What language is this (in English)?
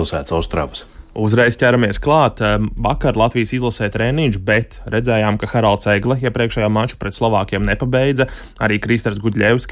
Latvian